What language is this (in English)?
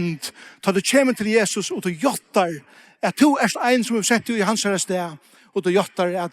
Faroese